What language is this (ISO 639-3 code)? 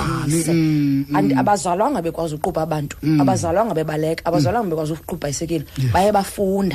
xho